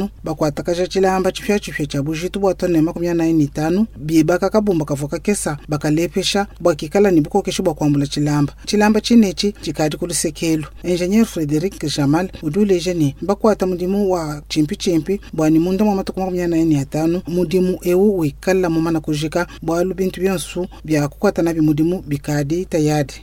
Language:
Luba-Lulua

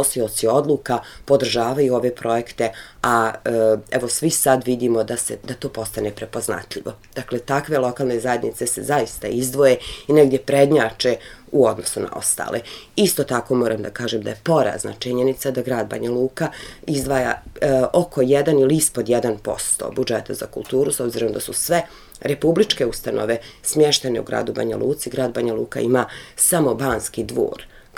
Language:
Serbian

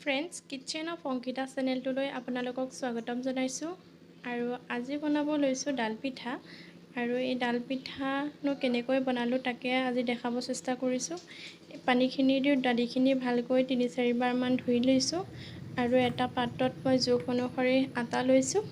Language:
Assamese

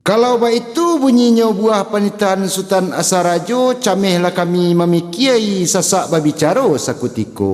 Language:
Minangkabau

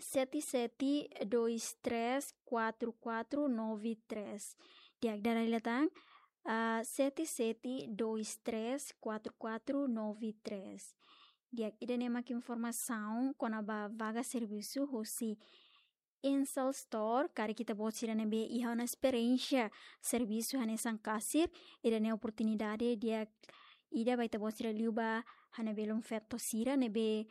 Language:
Tetum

